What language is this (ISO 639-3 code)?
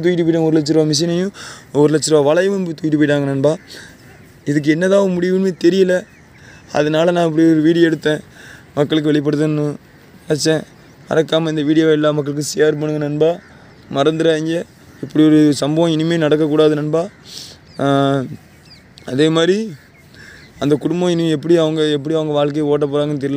tam